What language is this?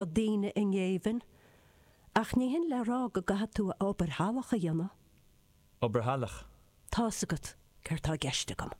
Irish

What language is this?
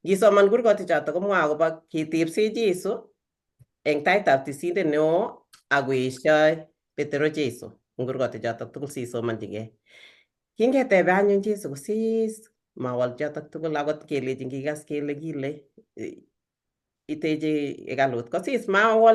Kalenjin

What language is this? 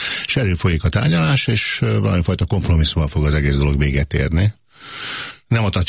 Hungarian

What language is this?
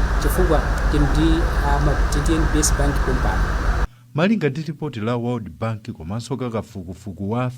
Nyanja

